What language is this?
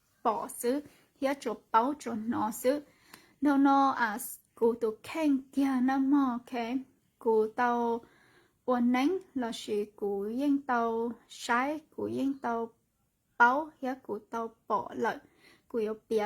Hmong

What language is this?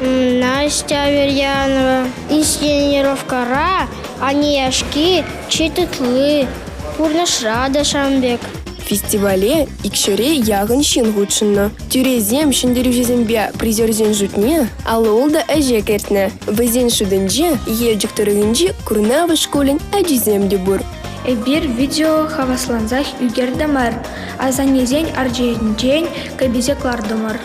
Chuvash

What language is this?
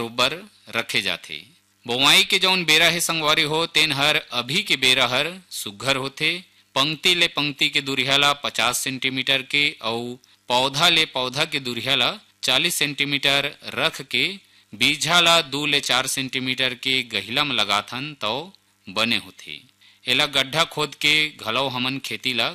Chhattisgarhi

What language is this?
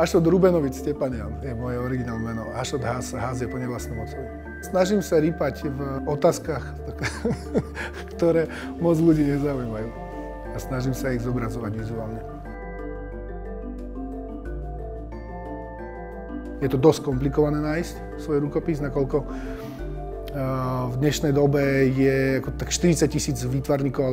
Slovak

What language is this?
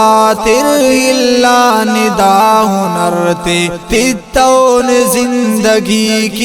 Brahui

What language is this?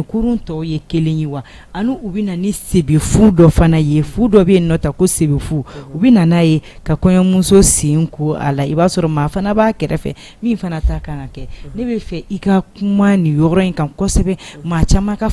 Bambara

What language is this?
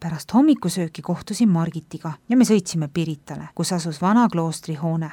Estonian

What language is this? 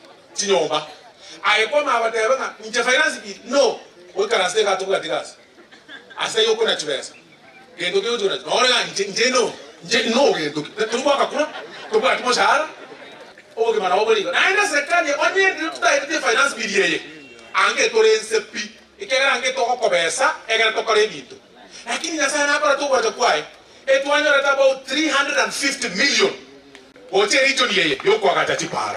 Gusii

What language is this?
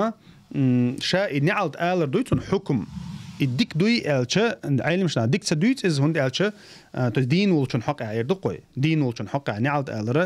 Chechen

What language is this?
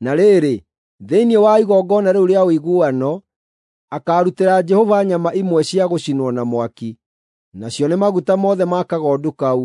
Kikuyu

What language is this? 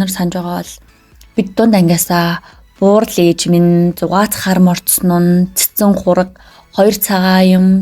Mongolian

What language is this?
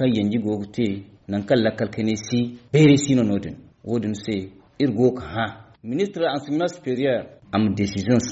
Zarma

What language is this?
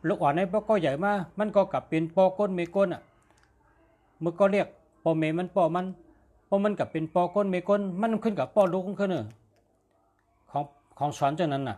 Shan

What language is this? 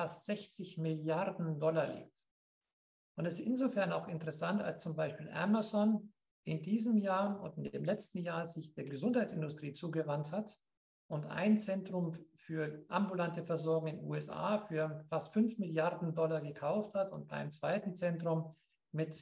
German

